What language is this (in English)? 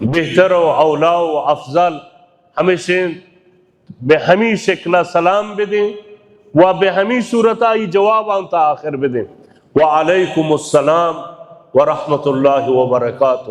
Baluchi